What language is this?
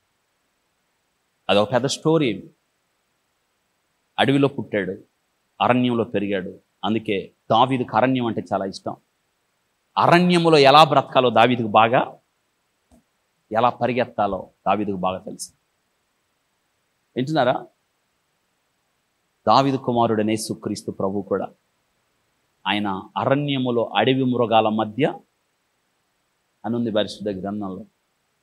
Telugu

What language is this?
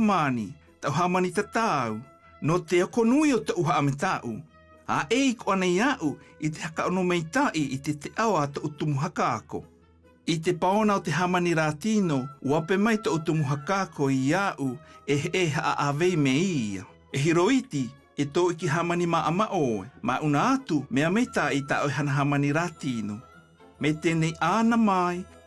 South Marquesan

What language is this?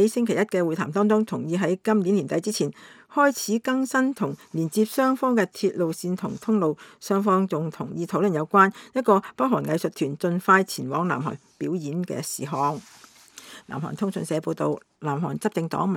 Cantonese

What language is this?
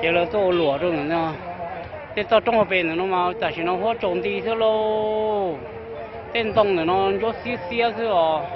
Hmong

